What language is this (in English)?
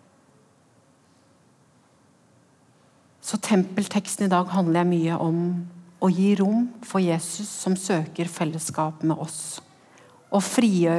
Norwegian